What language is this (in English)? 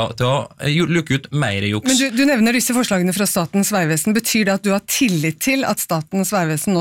Norwegian